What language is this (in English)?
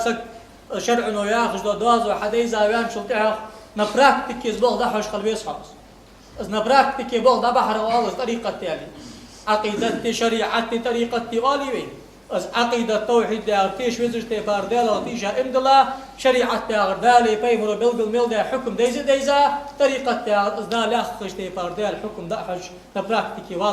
Ingush